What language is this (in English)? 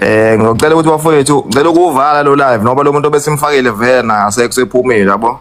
Zulu